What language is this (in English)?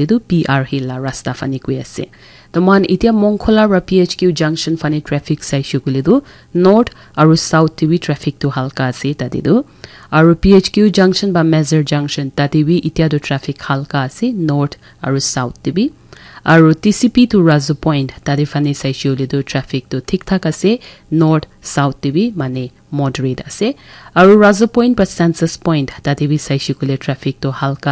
Naga Pidgin